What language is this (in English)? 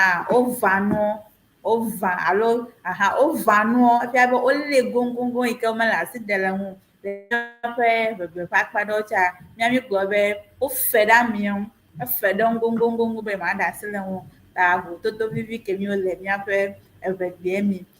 Ewe